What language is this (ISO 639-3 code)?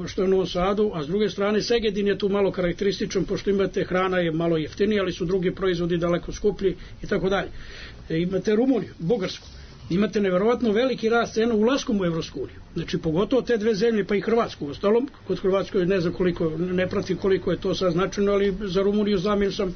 srp